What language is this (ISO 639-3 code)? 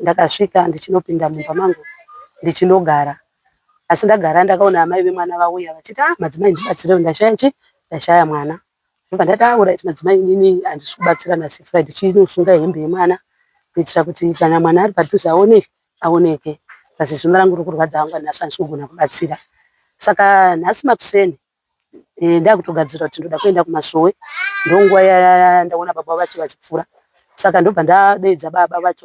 sna